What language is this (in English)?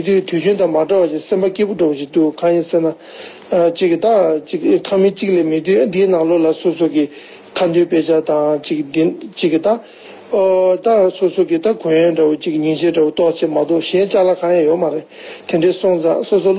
Tibetan